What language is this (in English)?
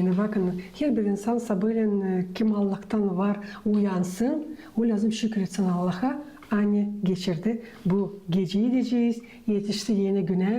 Gagauz